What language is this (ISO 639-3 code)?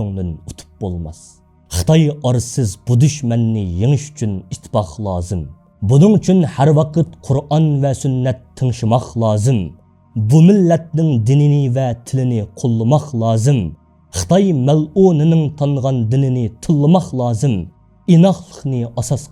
uig